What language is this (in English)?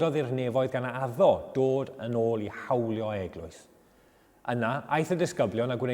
Welsh